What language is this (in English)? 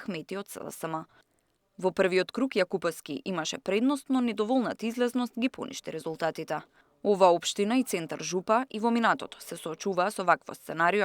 Macedonian